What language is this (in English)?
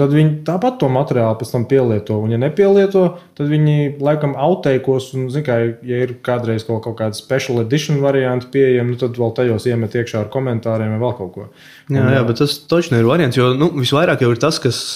Latvian